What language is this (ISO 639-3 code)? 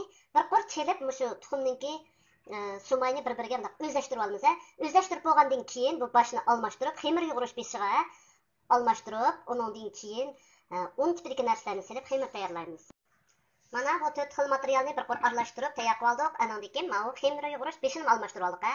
uig